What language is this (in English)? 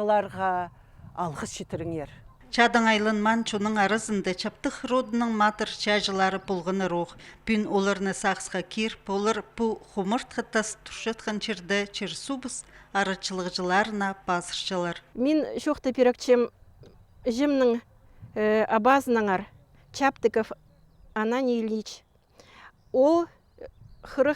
Khakas